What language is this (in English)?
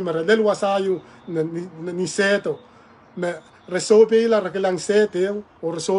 Pohnpeian